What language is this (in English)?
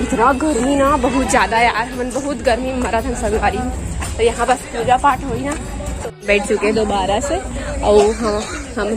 Chhattisgarhi